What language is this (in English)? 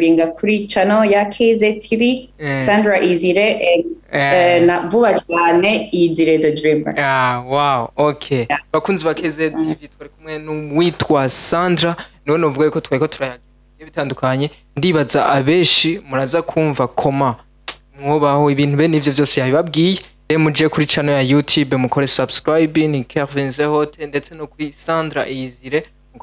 Rundi